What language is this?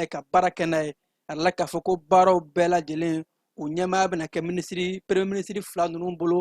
Bambara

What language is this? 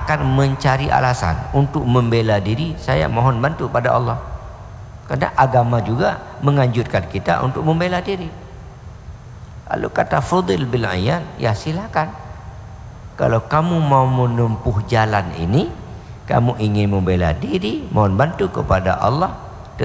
Indonesian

